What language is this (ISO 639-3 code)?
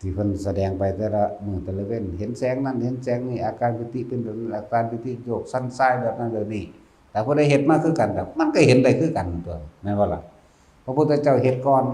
lao